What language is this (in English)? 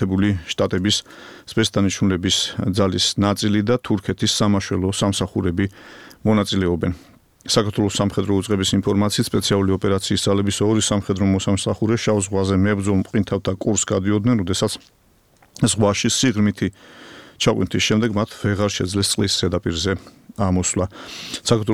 Georgian